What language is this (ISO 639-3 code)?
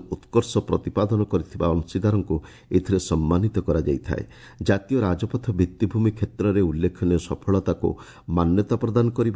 ori